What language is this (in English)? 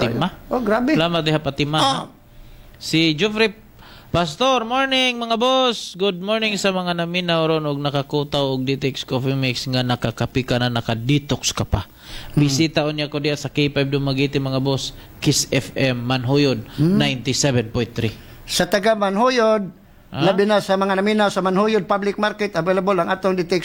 Cebuano